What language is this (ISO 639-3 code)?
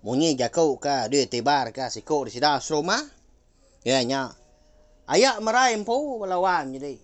iba